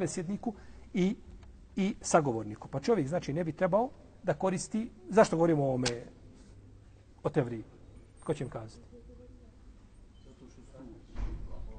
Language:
Bosnian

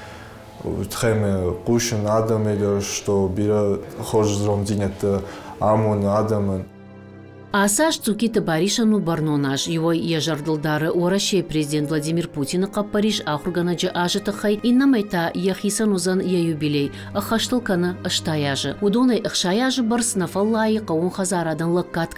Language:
Ossetic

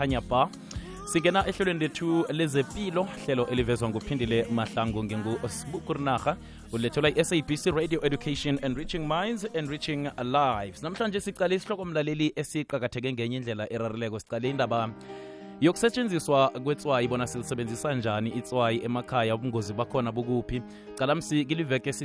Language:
South Ndebele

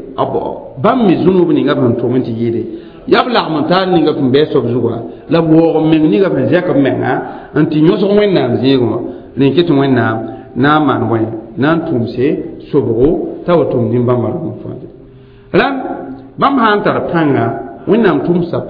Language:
Mossi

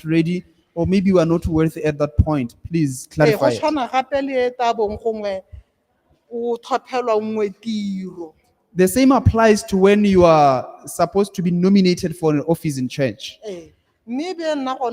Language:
Tswana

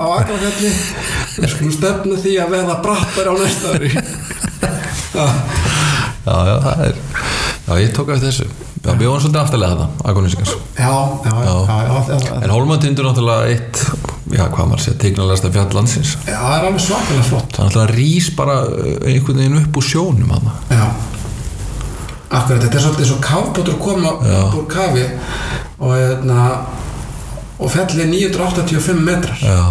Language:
Icelandic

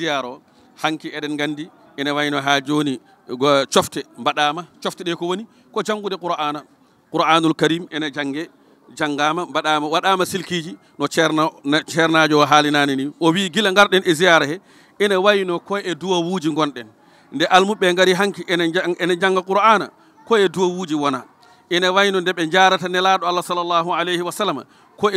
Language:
Fula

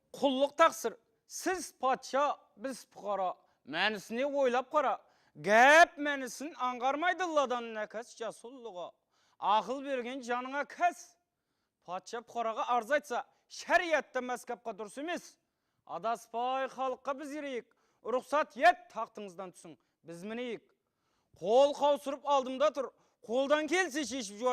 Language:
Kara-Kalpak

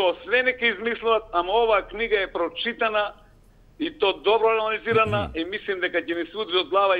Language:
Macedonian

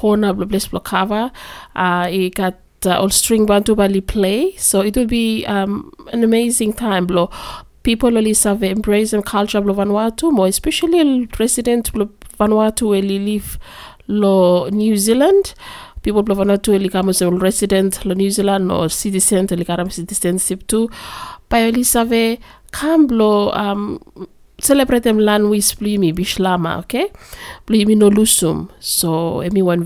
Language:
Bislama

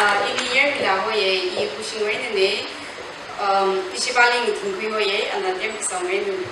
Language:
Tangkhul Naga (India)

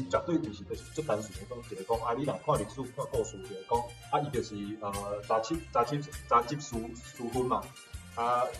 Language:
Min Nan Chinese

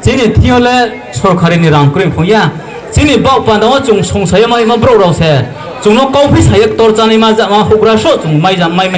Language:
Riang (India)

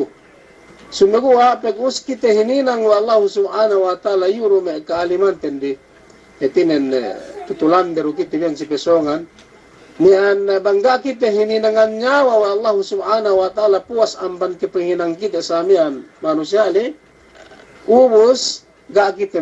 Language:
Yakan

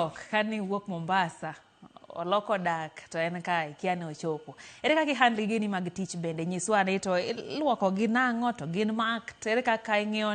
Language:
Luo (Kenya and Tanzania)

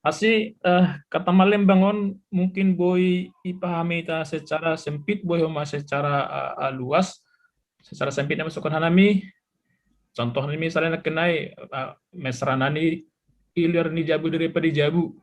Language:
Batak Simalungun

